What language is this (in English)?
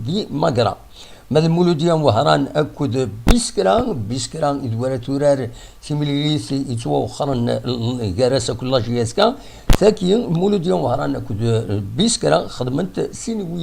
Kabyle